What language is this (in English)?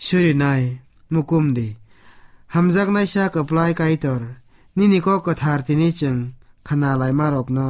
Kok Borok